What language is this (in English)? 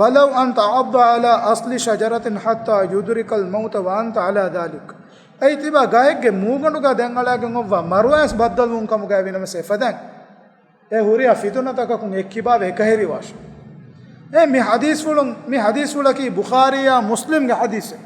Divehi